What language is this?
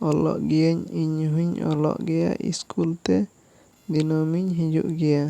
Santali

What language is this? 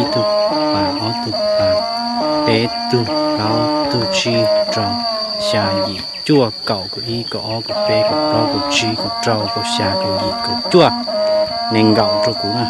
Hmong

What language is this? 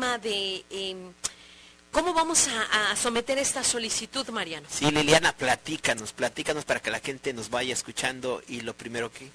Spanish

